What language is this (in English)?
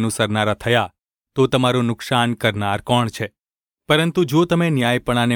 Gujarati